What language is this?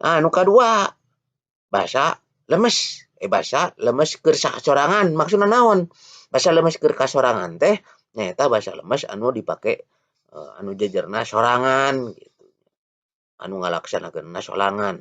Sundanese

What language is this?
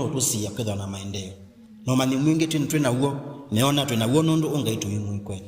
Kamba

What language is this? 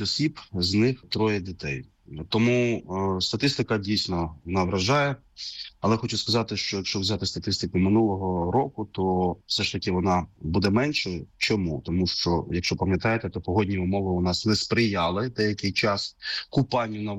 Ukrainian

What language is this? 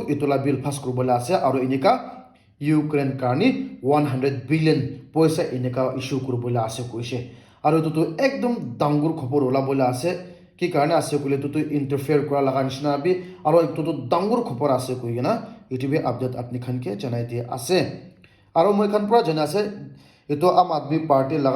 Naga Pidgin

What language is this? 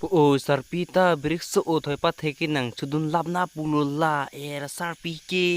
Karbi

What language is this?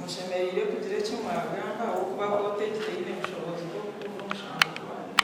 Nyankole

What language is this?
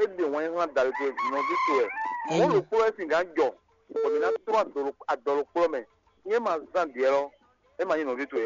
Fon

